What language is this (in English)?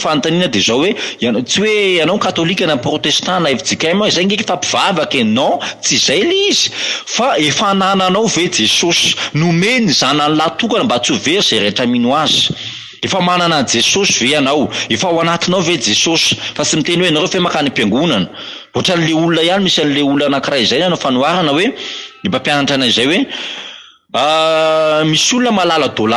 Malagasy